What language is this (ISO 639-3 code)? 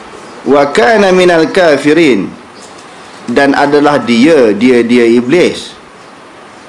msa